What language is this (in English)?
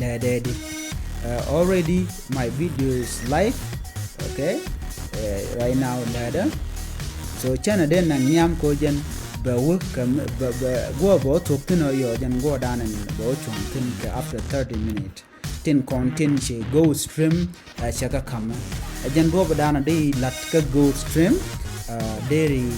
Nuer